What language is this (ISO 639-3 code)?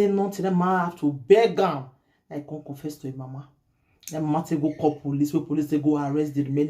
pcm